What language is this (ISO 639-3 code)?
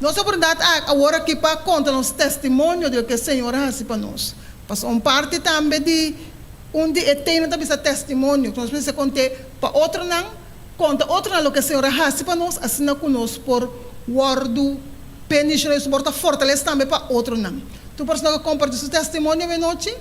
pap